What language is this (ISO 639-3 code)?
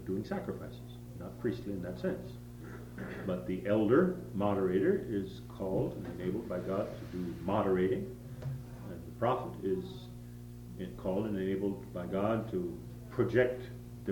eng